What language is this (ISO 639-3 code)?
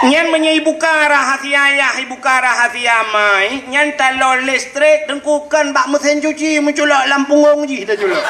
ace